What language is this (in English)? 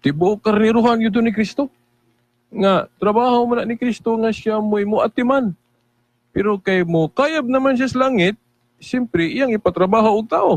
Cebuano